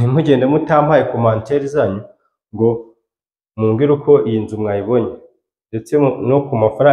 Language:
Kinyarwanda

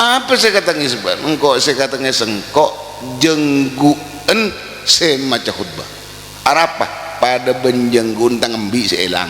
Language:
Madurese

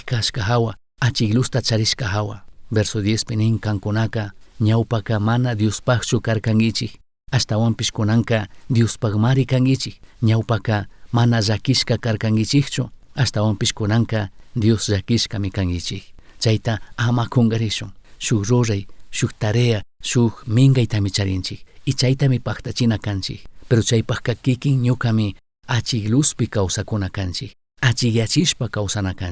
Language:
Chimborazo Highland Quichua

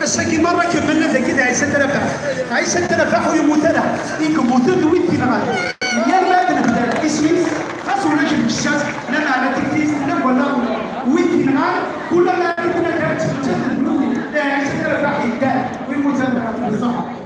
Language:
Kabyle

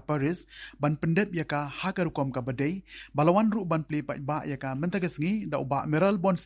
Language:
Khasi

